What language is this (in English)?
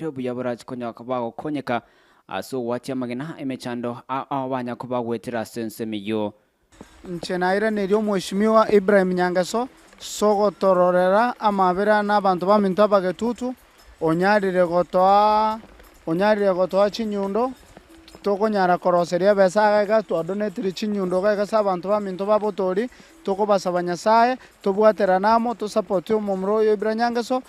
Gusii